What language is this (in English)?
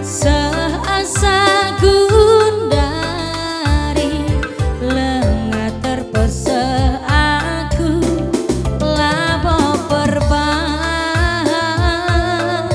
Batak Karo